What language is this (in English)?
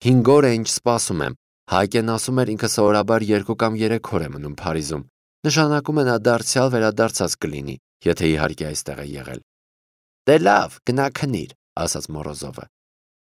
Armenian